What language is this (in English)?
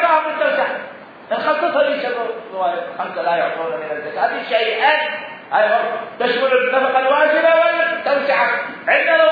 Mesopotamian Arabic